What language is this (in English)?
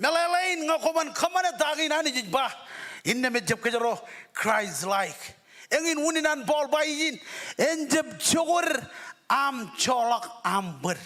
Marshallese